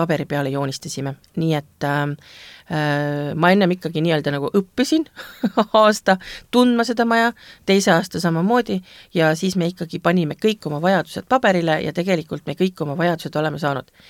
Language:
Estonian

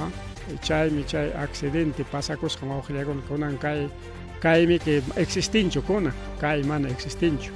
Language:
Ayacucho Quechua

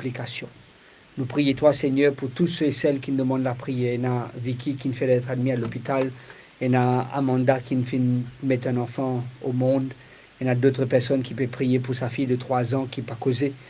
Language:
Morisyen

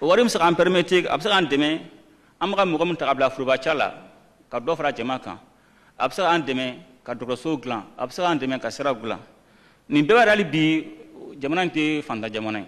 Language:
Bambara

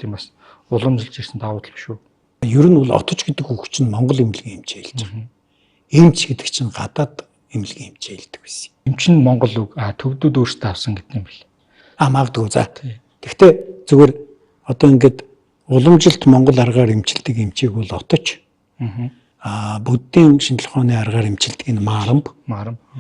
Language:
Mongolian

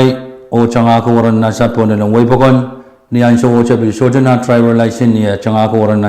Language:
Pohnpeian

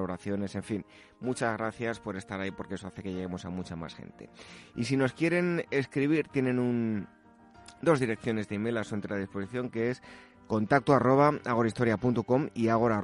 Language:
Spanish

